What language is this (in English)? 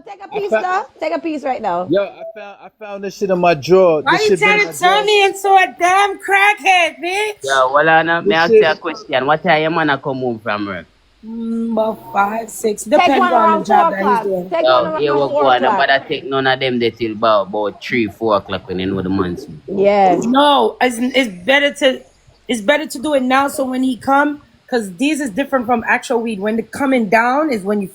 Jamaican Creole English